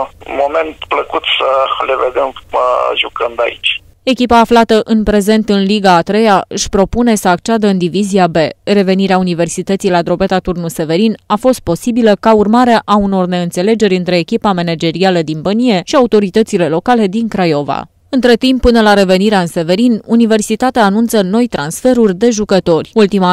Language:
Romanian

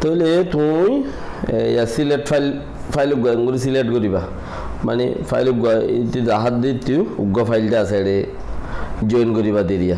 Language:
Rohingya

